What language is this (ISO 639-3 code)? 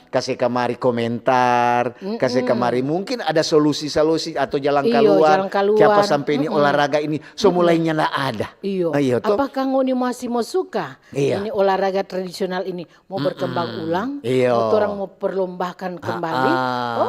xmm